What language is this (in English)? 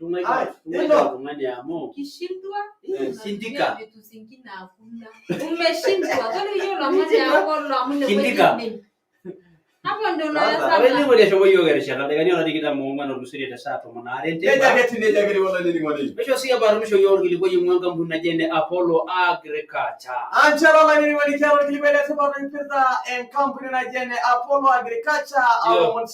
Masai